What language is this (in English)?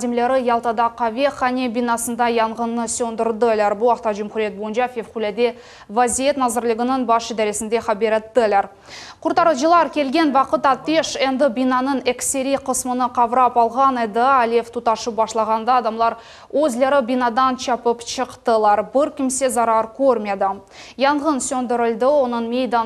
Crimean Tatar